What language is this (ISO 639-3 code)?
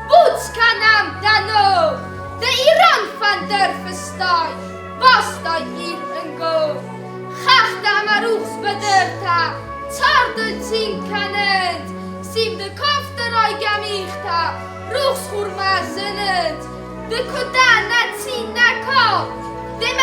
oss